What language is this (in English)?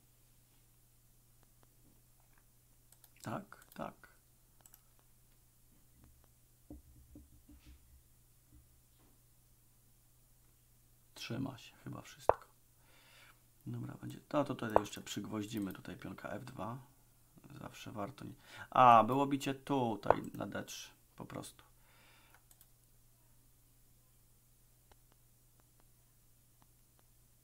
Polish